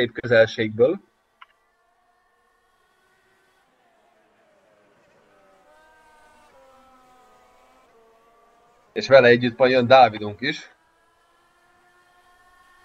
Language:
Hungarian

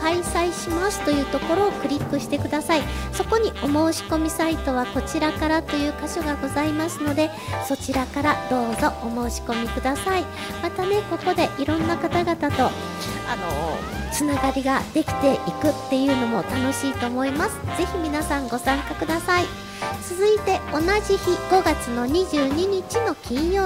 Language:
Japanese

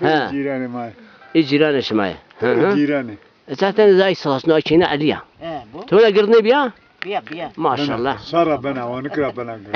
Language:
Zaza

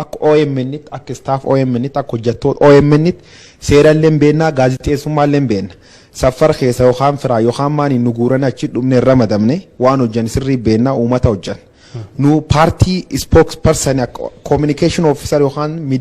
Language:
Oromo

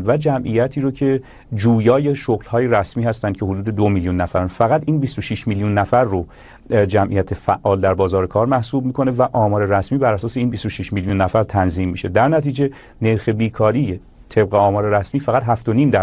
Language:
Persian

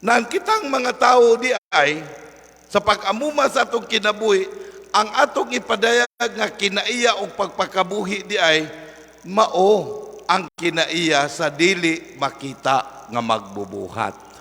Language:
Cebuano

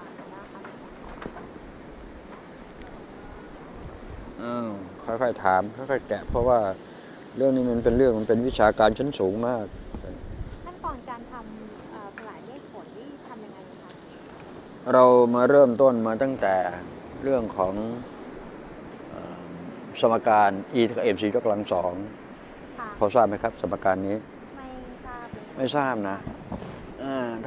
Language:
Thai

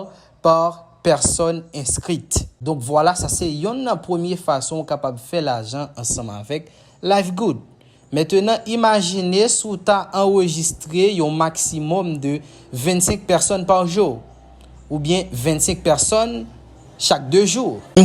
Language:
Haitian Creole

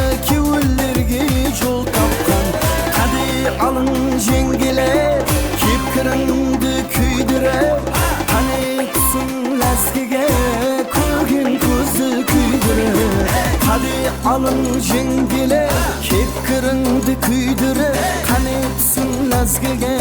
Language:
Kara-Kalpak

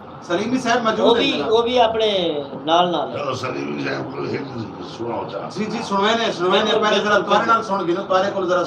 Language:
Saraiki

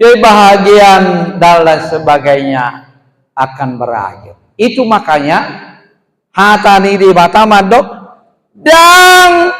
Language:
Batak Toba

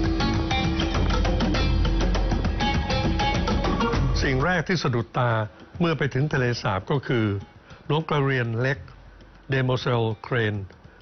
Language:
Thai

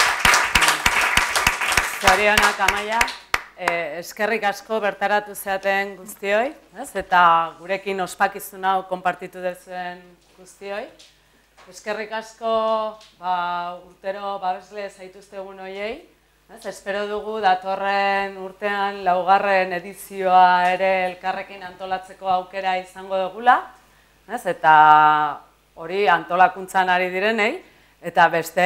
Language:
Basque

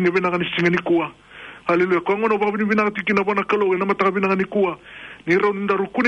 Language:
Fijian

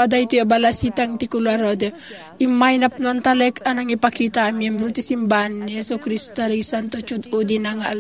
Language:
Iloko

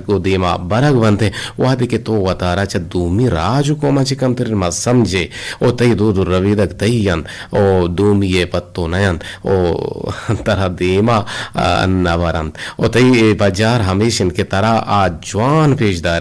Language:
Eastern Balochi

